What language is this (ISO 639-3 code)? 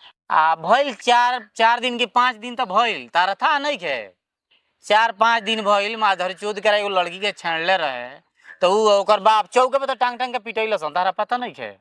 bho